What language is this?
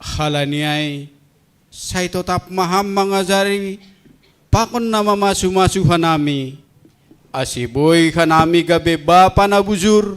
Batak Simalungun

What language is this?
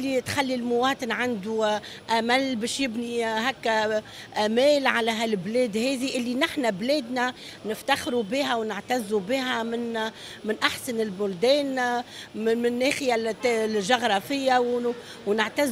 Tunisian Arabic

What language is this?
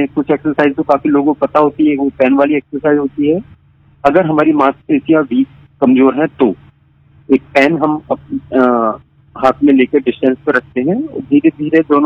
Hindi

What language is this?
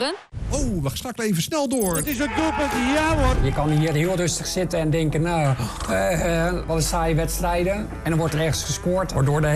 Dutch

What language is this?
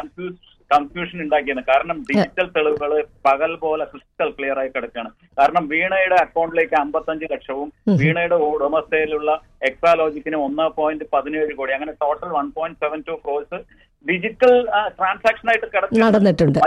Malayalam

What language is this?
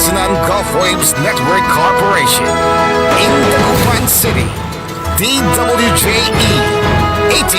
Pangasinan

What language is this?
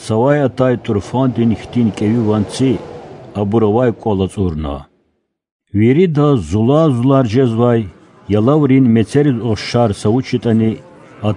Lezghian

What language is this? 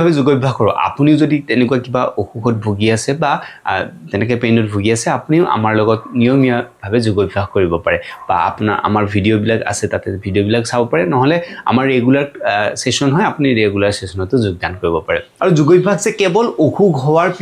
Assamese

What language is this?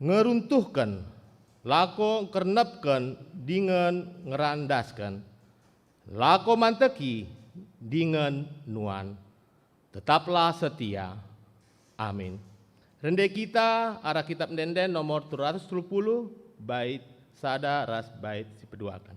Batak Karo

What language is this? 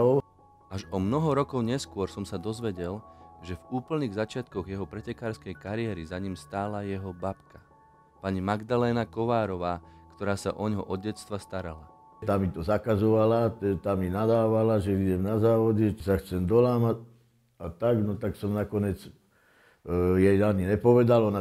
Slovak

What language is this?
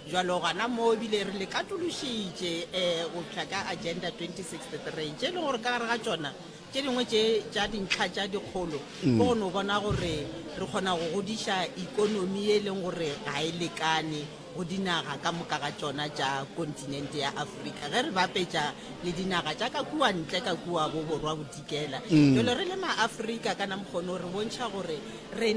Northern Sotho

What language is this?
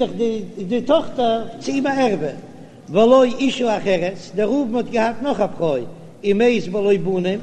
Yiddish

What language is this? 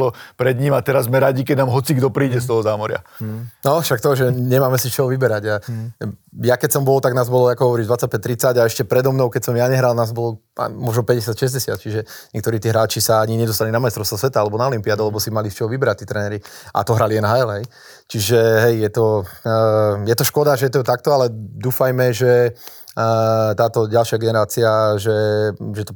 Slovak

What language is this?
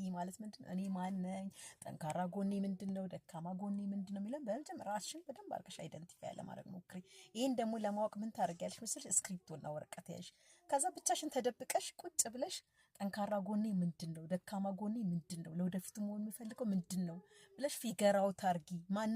Amharic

